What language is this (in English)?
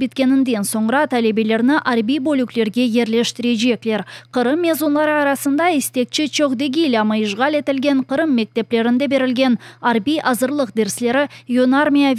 Crimean Tatar